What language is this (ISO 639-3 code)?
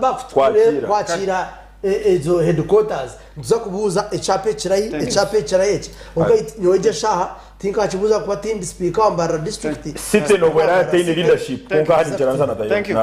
nyn